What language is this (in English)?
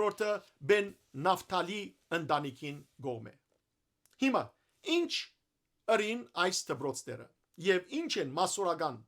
Western Armenian